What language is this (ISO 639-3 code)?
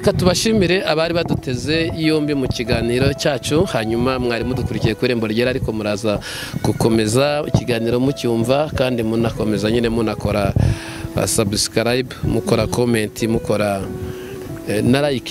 kin